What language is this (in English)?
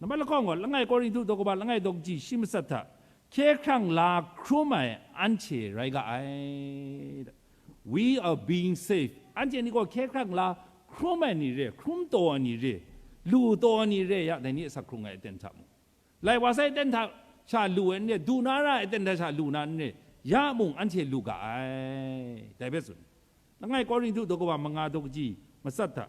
Kachin